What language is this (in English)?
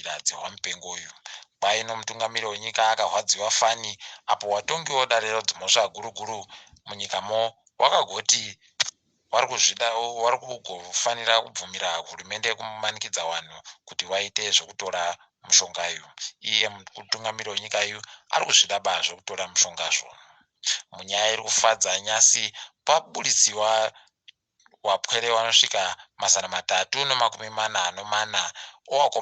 Ndau